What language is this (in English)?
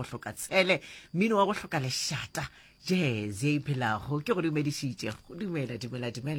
Northern Sotho